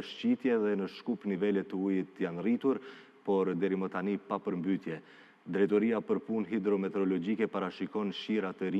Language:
Albanian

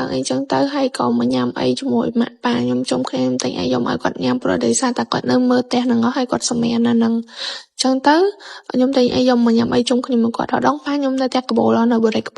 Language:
Khmer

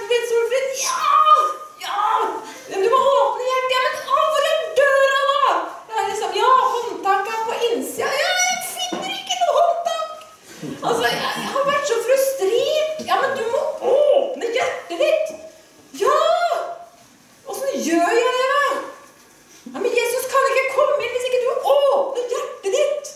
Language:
Norwegian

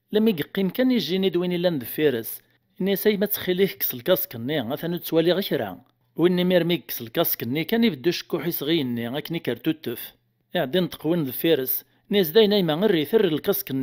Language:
Kabyle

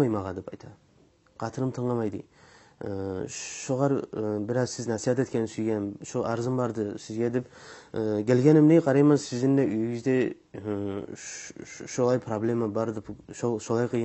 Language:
Kumyk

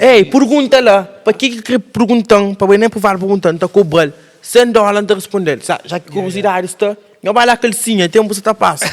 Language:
Kabuverdianu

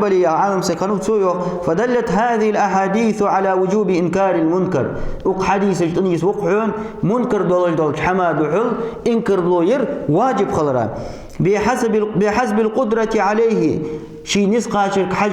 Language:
Ingush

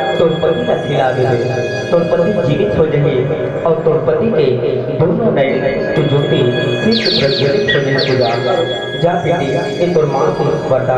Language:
Chhattisgarhi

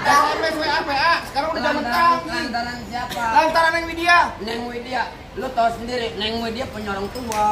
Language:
Betawi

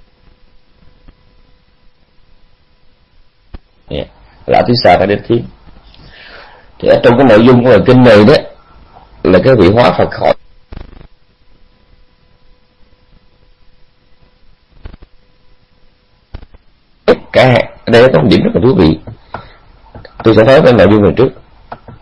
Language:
Vietnamese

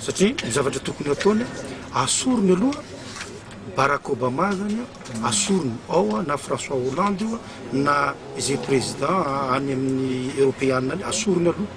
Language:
Malagasy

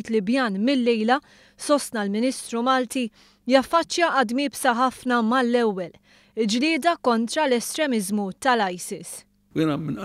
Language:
Maltese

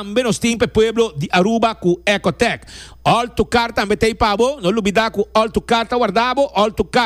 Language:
Papiamento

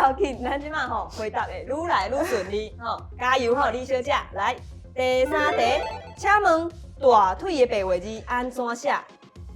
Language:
Min Nan Chinese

